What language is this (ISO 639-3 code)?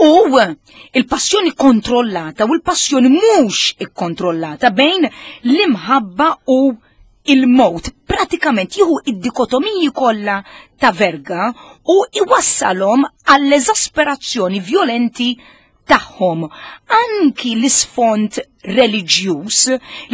mlt